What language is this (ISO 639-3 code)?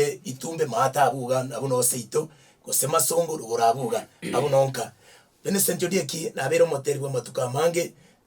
guz